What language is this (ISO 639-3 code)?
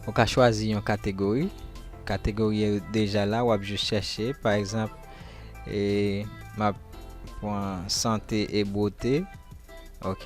hat